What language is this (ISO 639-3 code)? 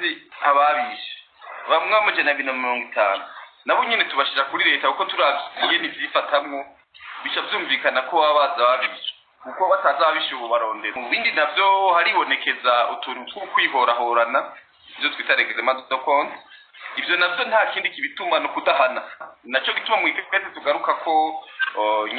run